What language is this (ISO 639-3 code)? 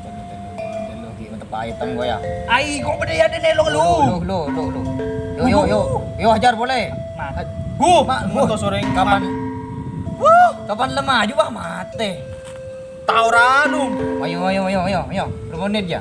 mad